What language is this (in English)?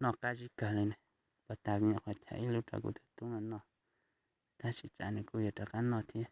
Hmong